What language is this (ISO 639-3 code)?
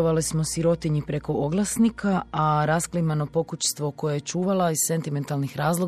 hrv